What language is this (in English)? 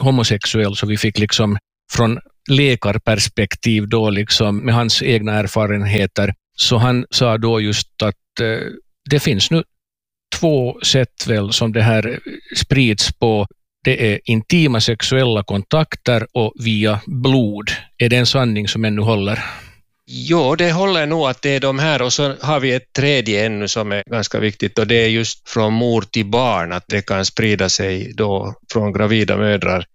Swedish